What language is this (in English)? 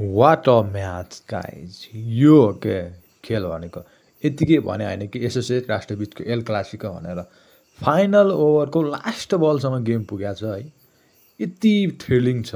Nepali